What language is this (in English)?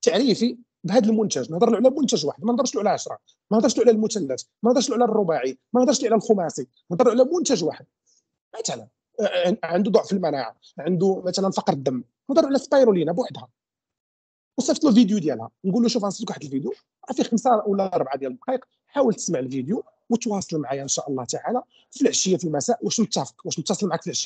Moroccan Arabic